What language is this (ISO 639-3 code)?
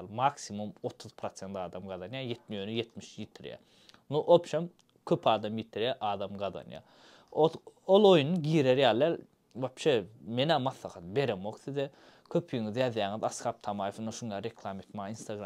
tuk